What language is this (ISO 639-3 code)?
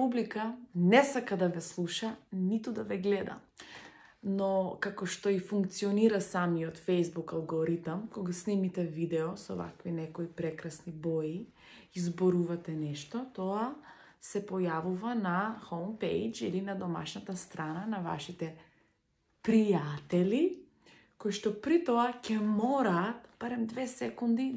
mkd